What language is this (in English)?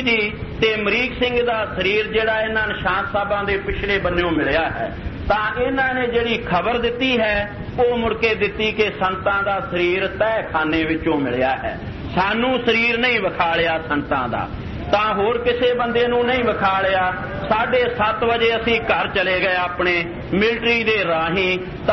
Punjabi